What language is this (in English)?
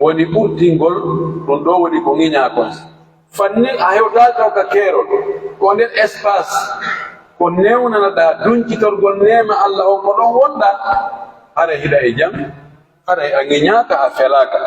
Pular